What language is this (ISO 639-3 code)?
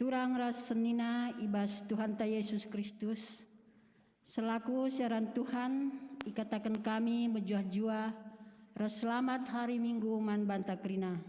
btx